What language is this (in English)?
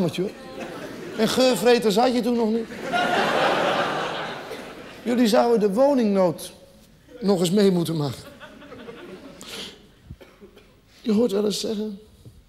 Dutch